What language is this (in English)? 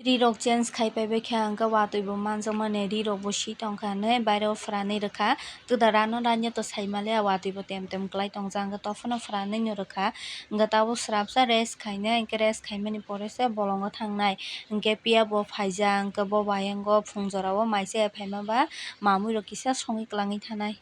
Kok Borok